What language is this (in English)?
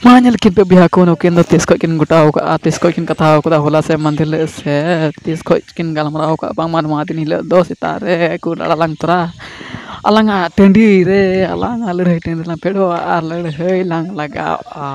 Santali